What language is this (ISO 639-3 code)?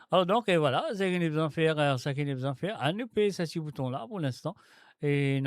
mfe